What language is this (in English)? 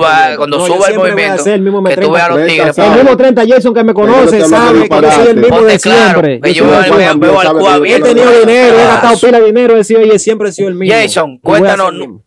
Spanish